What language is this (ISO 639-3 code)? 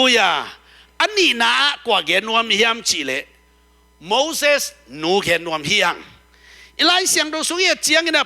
ctd